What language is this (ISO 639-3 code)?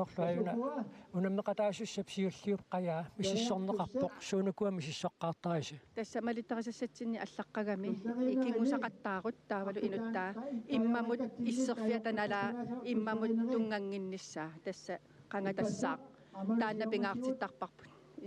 kal